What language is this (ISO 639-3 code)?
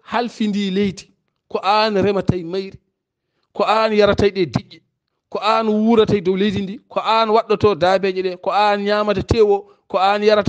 ful